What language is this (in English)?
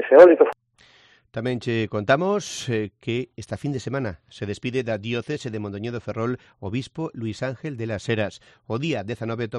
Galician